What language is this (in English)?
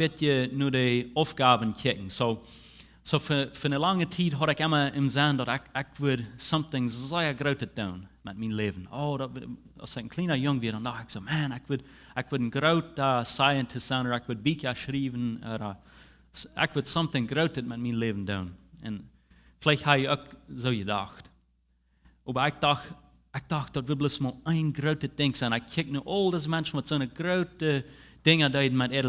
Plautdietsch